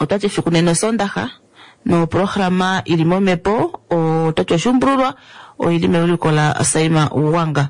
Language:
Kuanyama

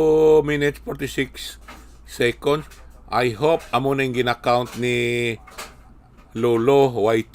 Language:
Hiligaynon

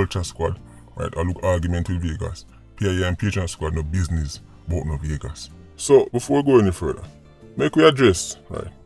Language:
Jamaican Creole English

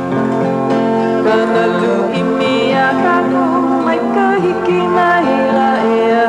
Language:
Hawaiian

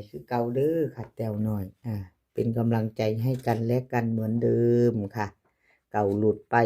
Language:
Northeastern Thai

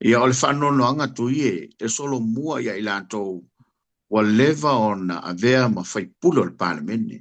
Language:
Samoan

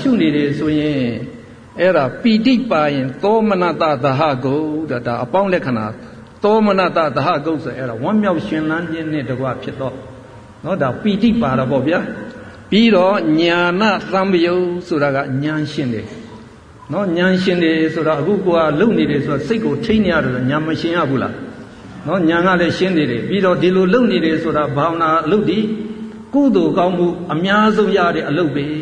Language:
Burmese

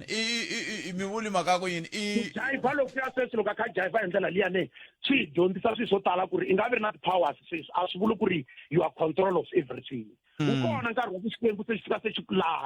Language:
Tsonga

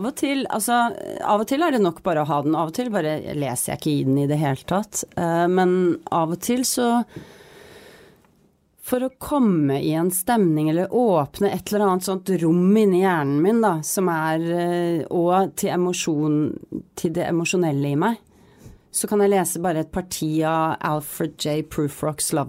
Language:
Norwegian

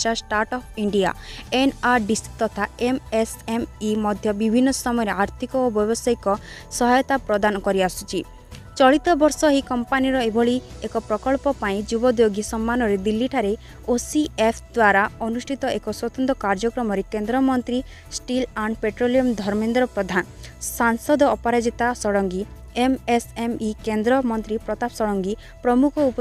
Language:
Odia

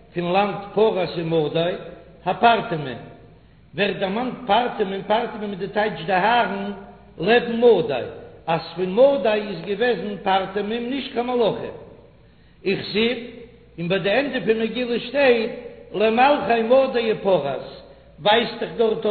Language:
Yiddish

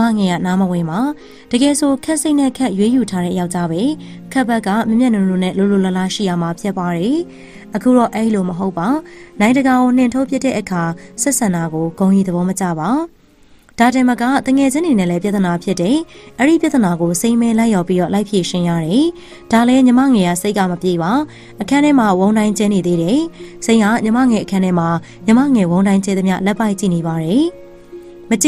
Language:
Burmese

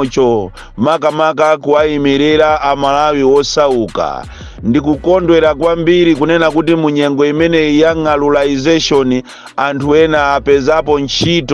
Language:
Nyanja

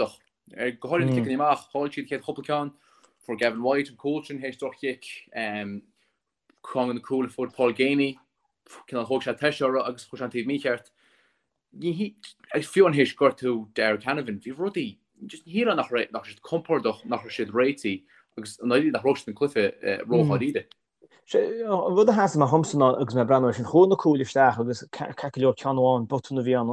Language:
Irish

